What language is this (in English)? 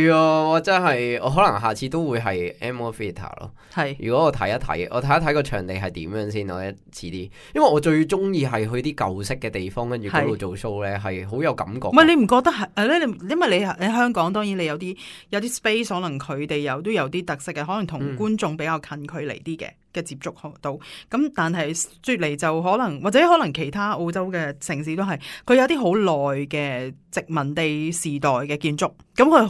Cantonese